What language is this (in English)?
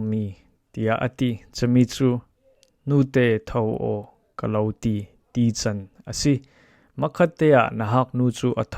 Falam Chin